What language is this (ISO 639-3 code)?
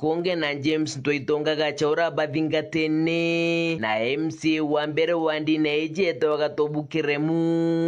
mer